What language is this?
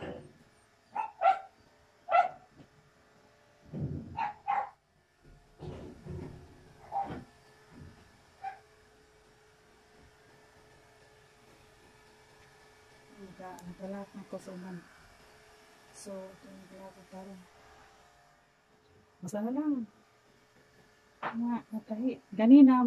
Cebuano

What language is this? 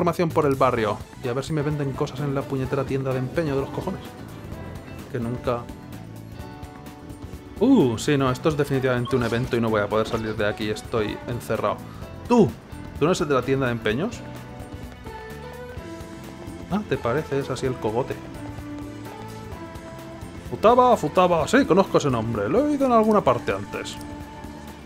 Spanish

